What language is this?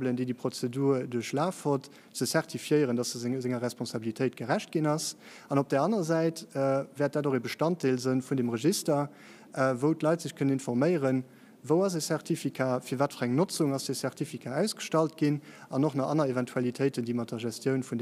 Luxembourgish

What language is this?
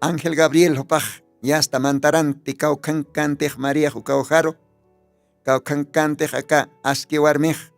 Aymara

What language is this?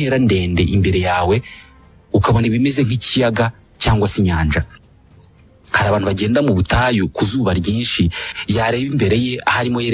Kinyarwanda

